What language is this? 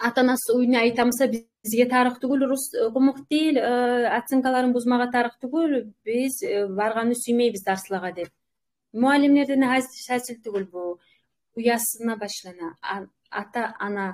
Kumyk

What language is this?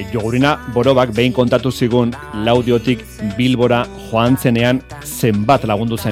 Basque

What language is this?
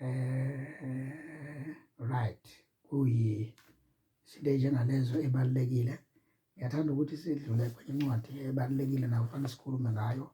Zulu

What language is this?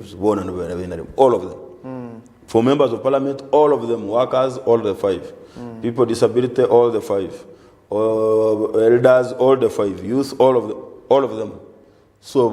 Nyankole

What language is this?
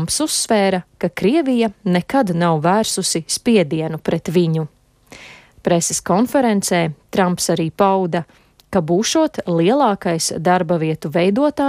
Latvian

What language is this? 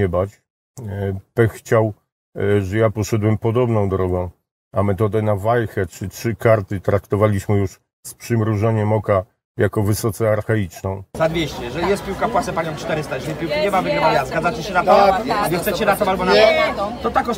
Polish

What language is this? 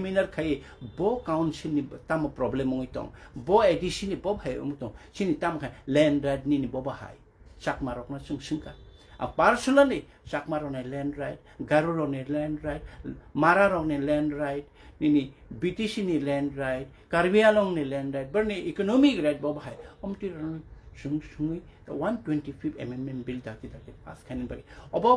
Kok Borok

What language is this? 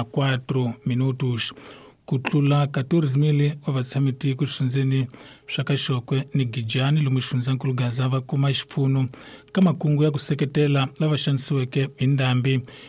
Tsonga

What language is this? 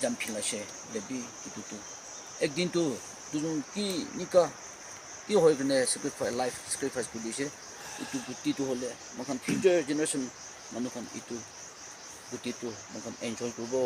Naga Pidgin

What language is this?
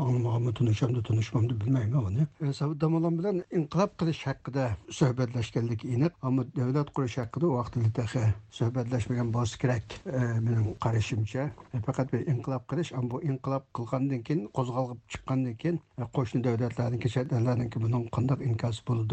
Uyghur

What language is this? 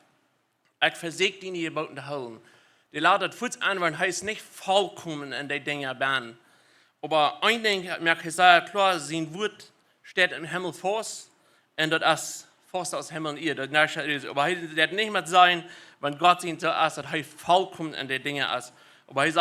Plautdietsch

